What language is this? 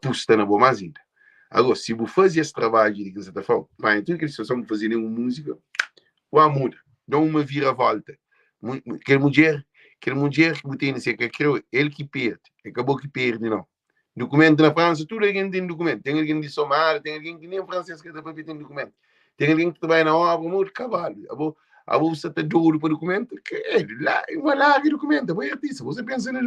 Kabuverdianu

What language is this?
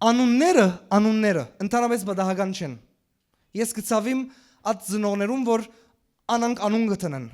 Western Armenian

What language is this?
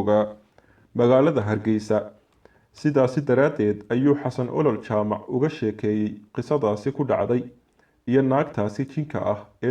Somali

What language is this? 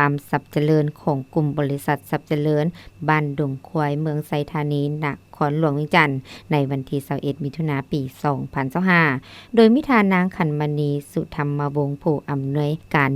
Lao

